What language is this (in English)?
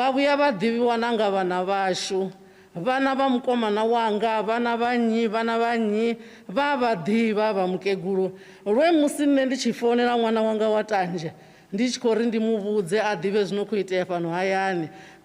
Venda